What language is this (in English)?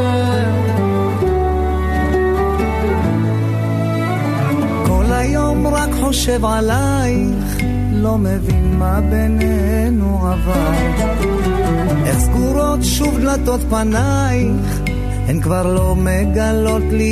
Hebrew